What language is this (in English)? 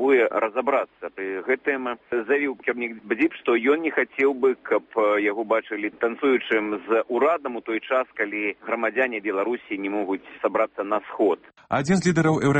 Belarusian